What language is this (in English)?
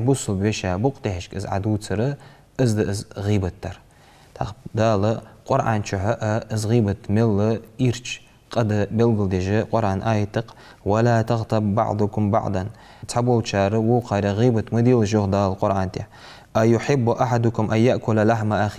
Ingush